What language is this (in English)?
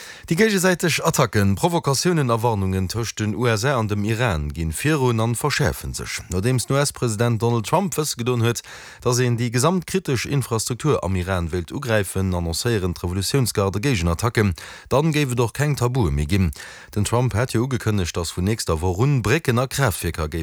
Luxembourgish